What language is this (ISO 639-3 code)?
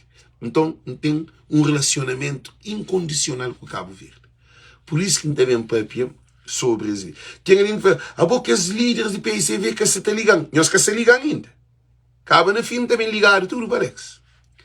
kea